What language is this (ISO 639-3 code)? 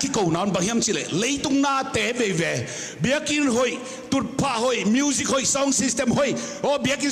ctd